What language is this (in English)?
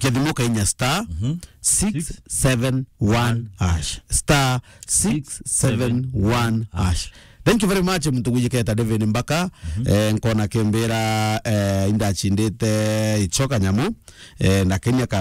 Meru